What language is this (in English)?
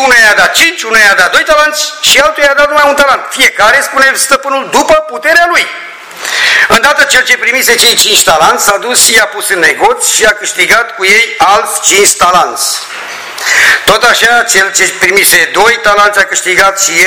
Romanian